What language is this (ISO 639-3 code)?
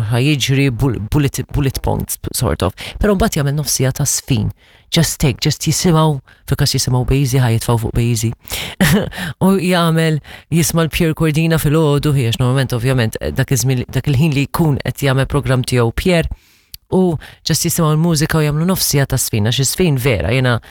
mlt